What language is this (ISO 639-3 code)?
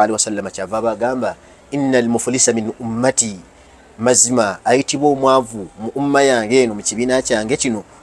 lug